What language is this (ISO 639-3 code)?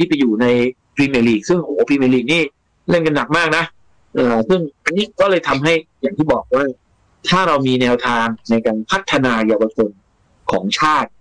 tha